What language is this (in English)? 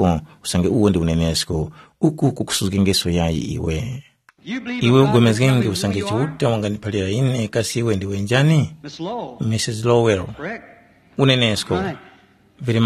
Tumbuka